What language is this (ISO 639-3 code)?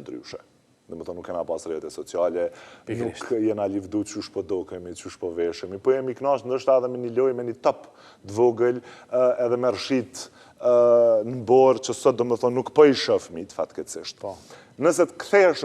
sqi